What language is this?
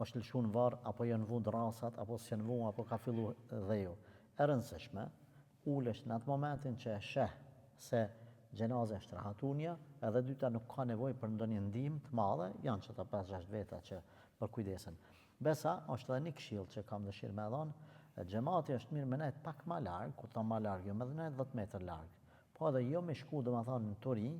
Albanian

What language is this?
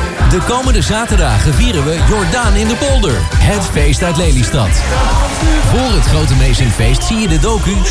Dutch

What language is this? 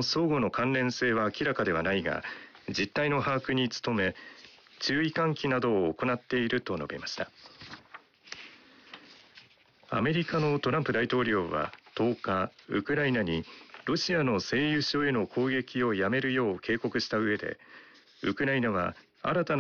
Japanese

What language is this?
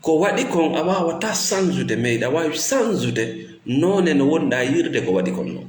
Fula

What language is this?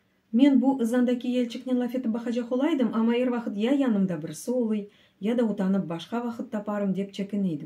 Crimean Tatar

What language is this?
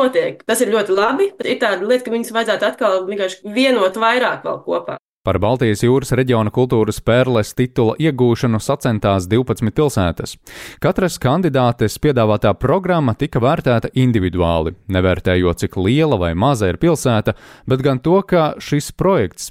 Latvian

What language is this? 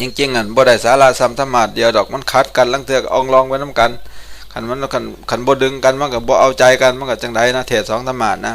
Northeastern Thai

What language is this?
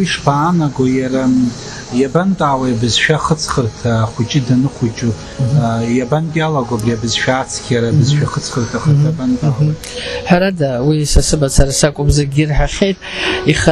Abkhazian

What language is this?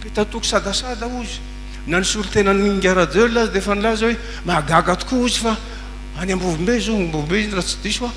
Malagasy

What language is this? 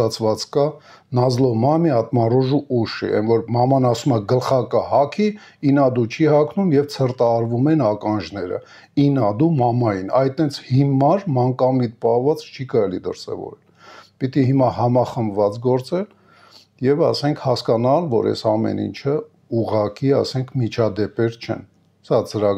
Armenian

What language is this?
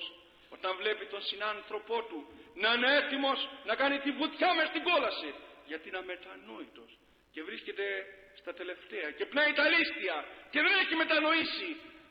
Greek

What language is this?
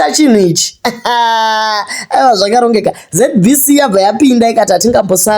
Shona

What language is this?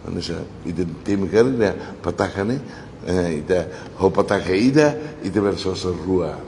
Tetum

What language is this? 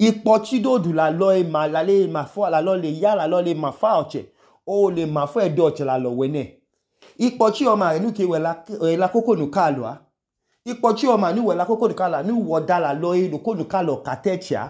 Idoma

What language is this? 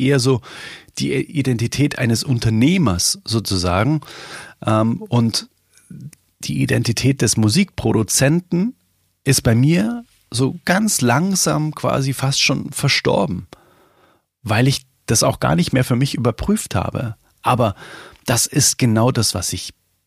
German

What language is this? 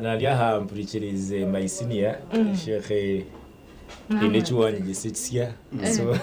Nyankole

